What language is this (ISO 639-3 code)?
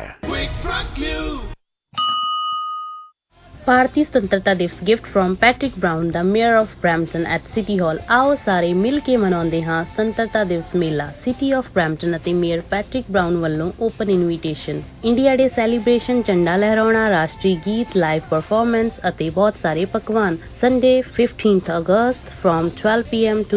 pan